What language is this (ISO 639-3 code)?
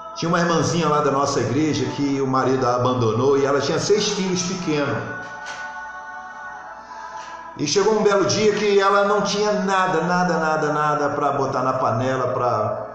por